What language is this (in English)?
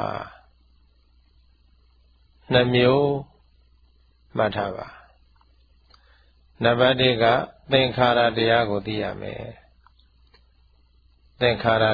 Burmese